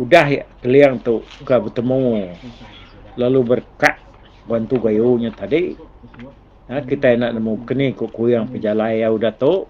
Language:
Iban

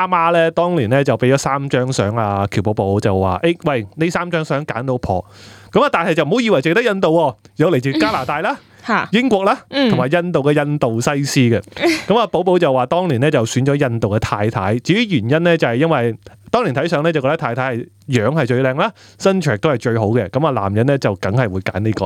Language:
Cantonese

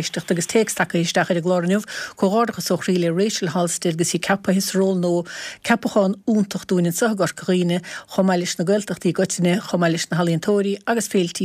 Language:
Irish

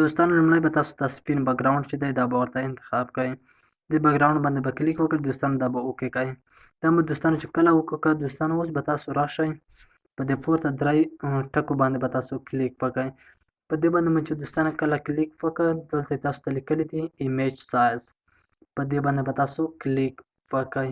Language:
Pashto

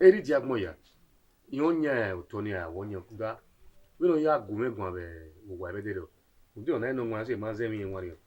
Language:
Bini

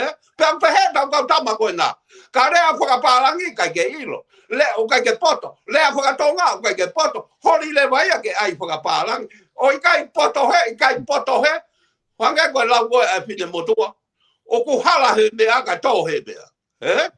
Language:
Tongan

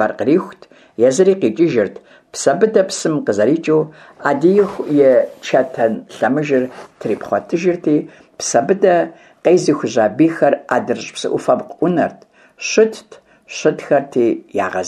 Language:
Kabardian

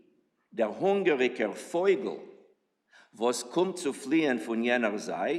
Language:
Yiddish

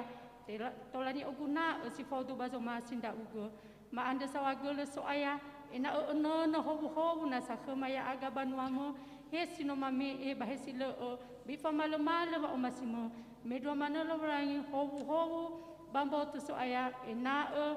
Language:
Nias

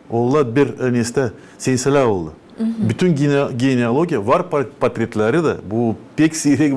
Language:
Gagauz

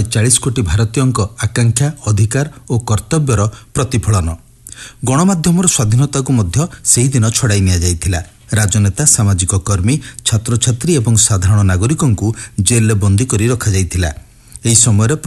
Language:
Odia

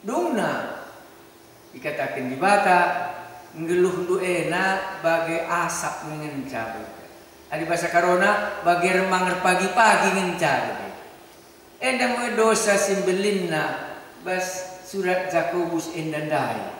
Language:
Batak Karo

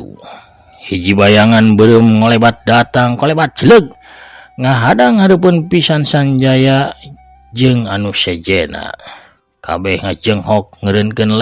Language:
Sundanese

